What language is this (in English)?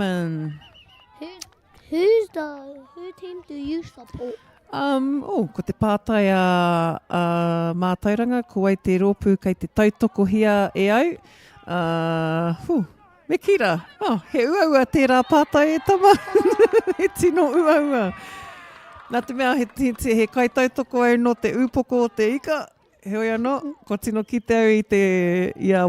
Māori